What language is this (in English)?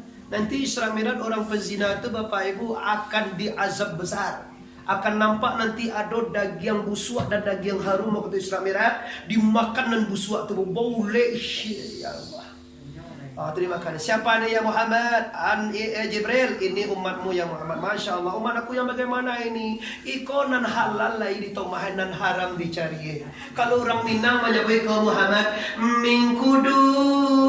Minangkabau